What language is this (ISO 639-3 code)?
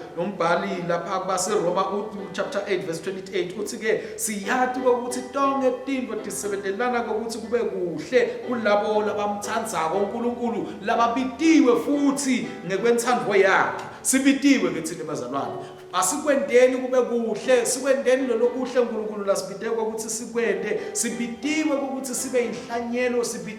ssw